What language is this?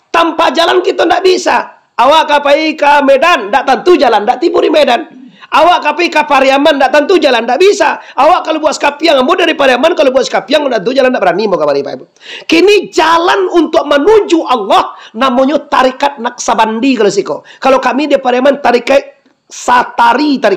Minangkabau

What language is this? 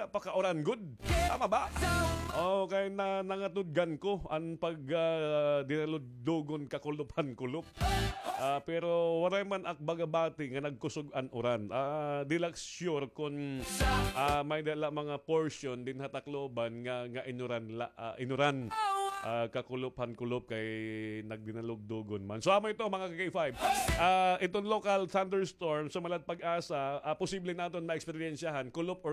Waray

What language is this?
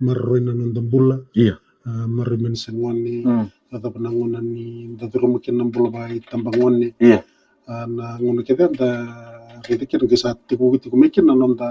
Fijian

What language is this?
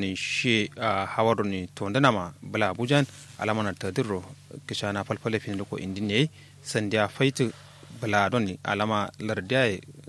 Kanuri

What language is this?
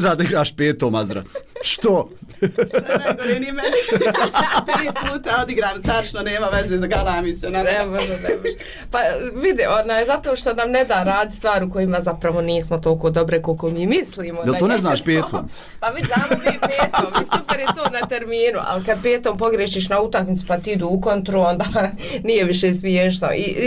Bosnian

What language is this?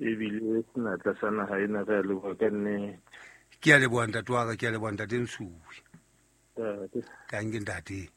Southern Sotho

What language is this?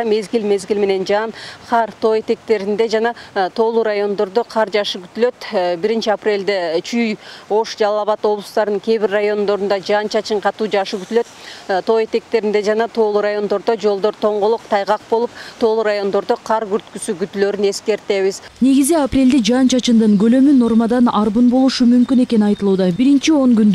Kyrgyz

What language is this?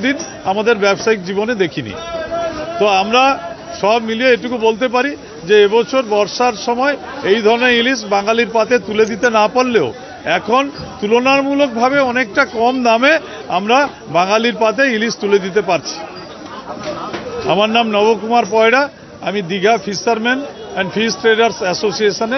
Bangla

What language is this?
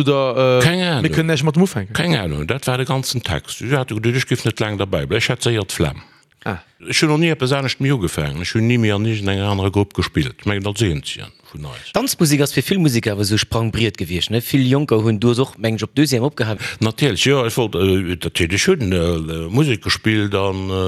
Luxembourgish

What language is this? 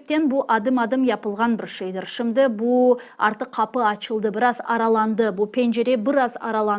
Crimean Tatar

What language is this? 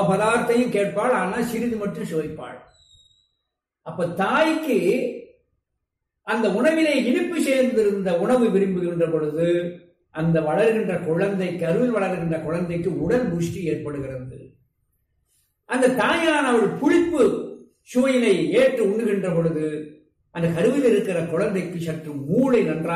Tamil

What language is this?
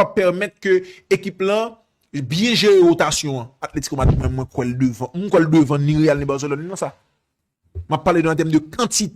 Haitian Creole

